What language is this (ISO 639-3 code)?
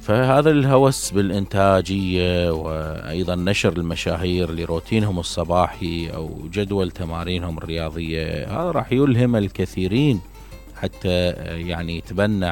acm